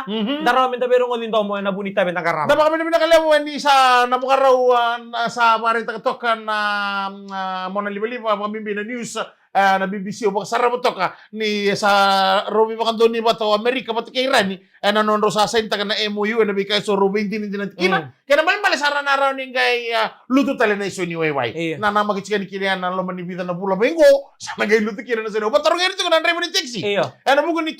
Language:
Fijian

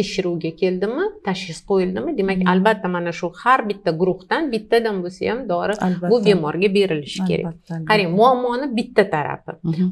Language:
Uzbek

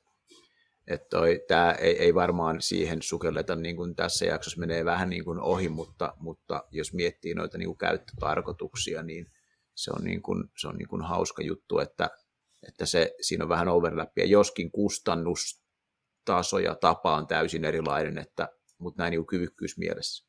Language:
Finnish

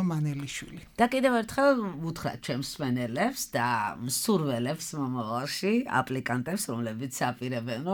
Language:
Georgian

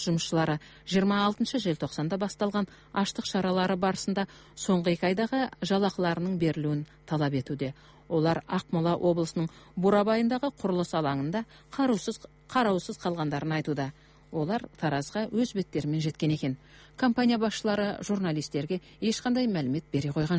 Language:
Kazakh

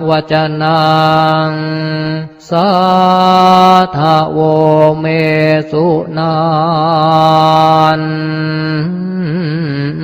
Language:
Pali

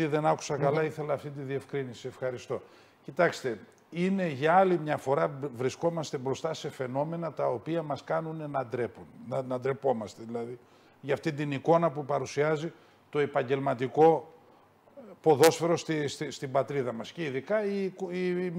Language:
Greek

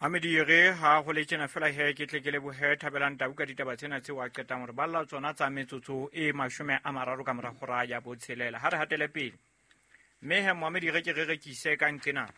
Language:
Southern Sotho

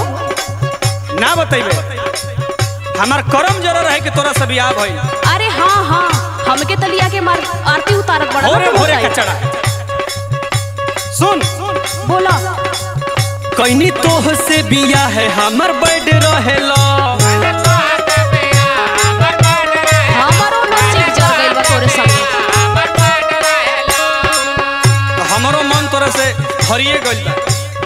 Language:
Bhojpuri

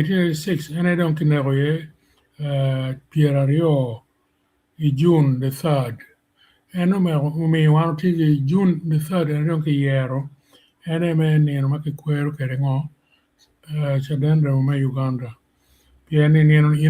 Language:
Acoli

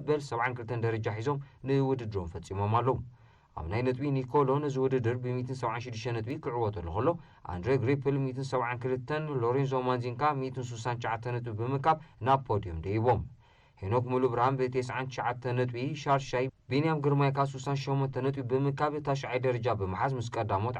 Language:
Tigrinya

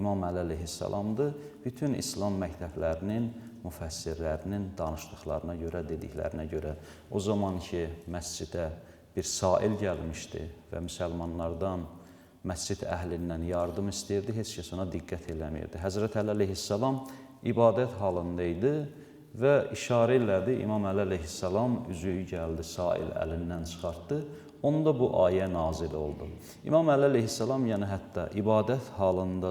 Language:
Azerbaijani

